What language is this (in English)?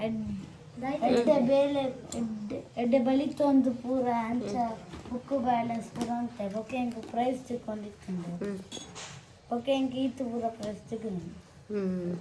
Tulu